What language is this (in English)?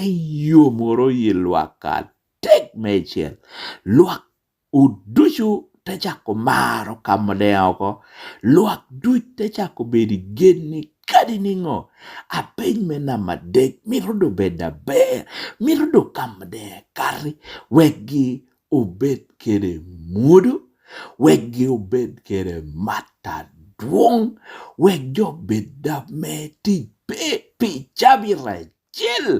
Lango (Uganda)